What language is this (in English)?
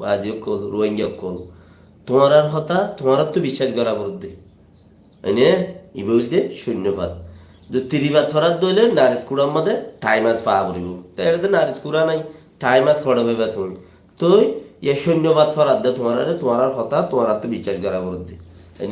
Rohingya